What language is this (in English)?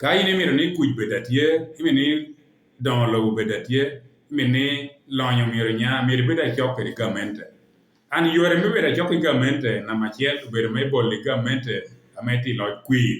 Lango (Uganda)